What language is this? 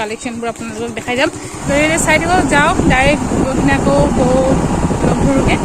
Assamese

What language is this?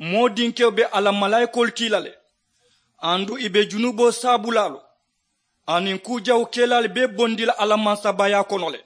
Mandingo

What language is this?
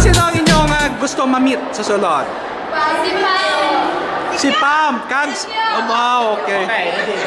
Hiligaynon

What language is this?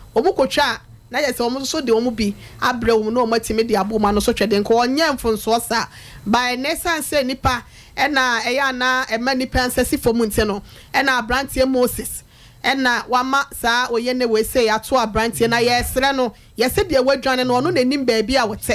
Akan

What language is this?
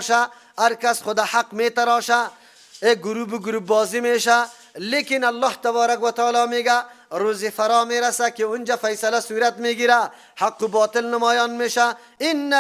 Persian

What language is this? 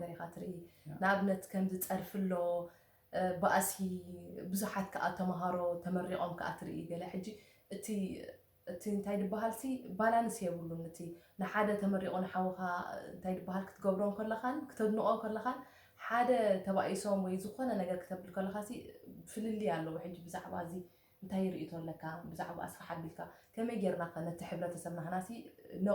Tigrinya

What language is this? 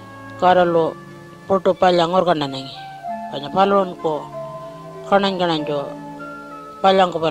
Pitjantjatjara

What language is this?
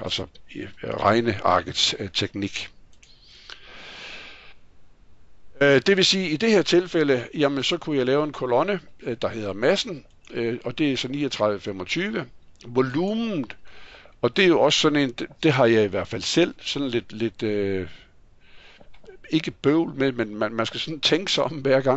Danish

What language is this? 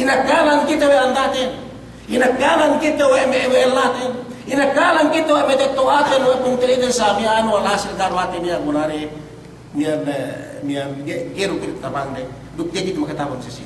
Yakan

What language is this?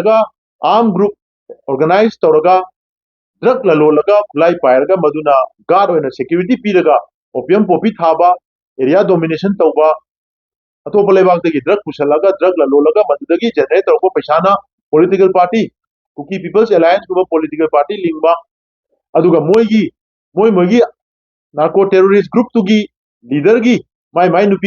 Manipuri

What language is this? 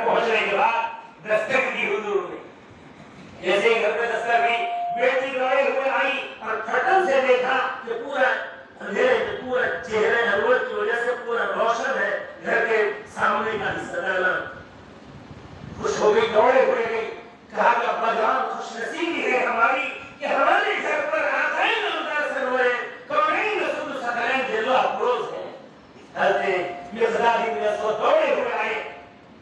Urdu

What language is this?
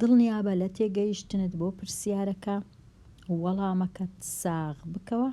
Central Kurdish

